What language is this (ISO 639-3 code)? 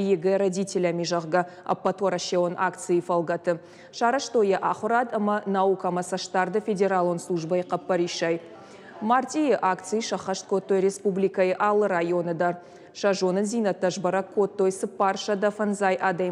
oss